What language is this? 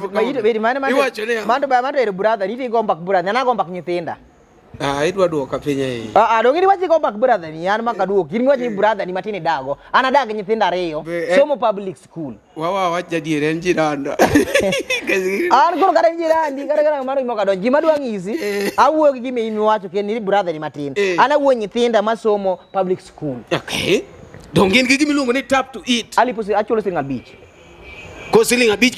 Luo (Kenya and Tanzania)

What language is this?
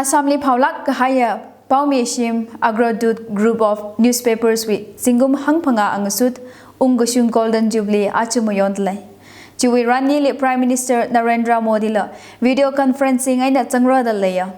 Tangkhul Naga (India)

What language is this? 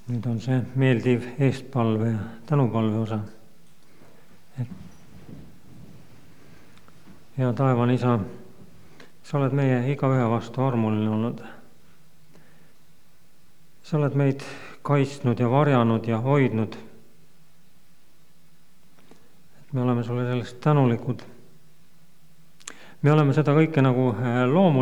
Estonian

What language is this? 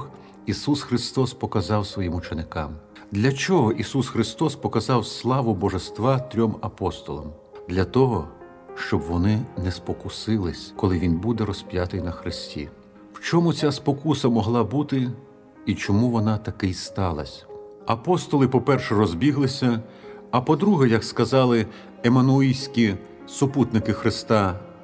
Ukrainian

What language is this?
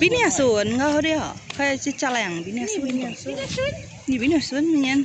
Iban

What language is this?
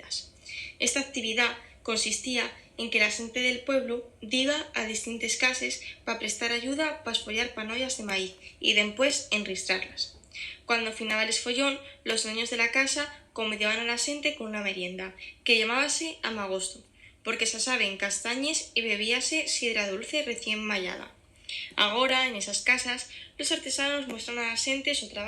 Asturian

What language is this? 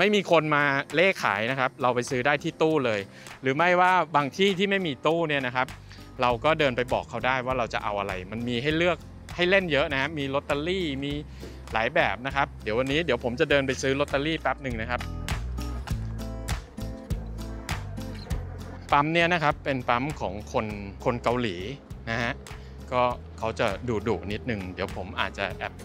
Thai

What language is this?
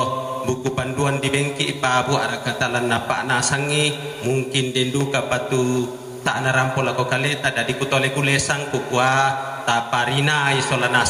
Toraja-Sa'dan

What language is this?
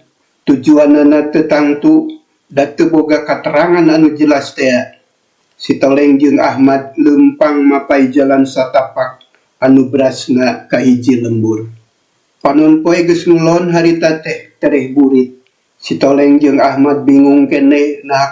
Sundanese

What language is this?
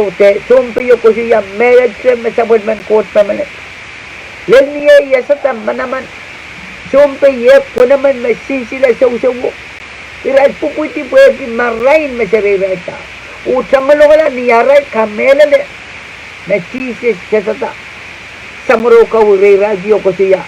Pohnpeian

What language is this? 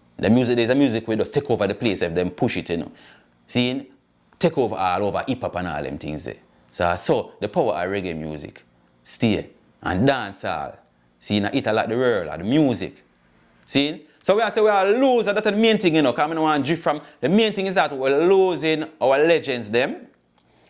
Jamaican Creole English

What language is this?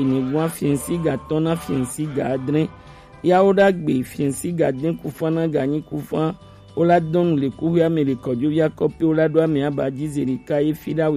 Gen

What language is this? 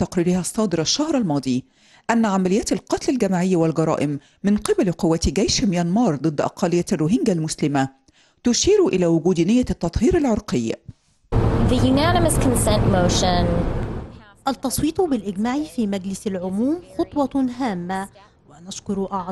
Arabic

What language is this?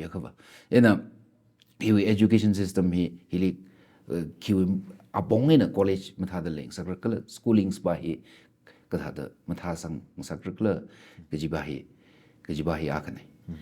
Tangkhul Naga (India)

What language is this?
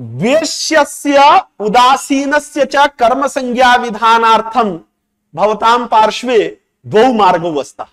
Sanskrit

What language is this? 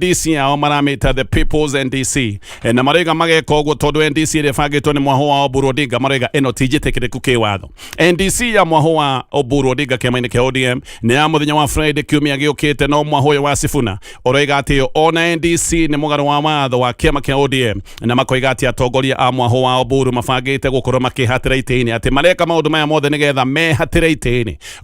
Kikuyu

